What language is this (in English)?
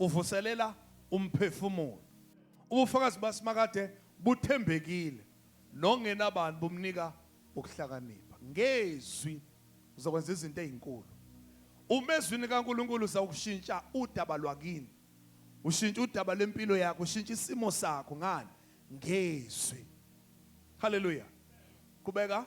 Zulu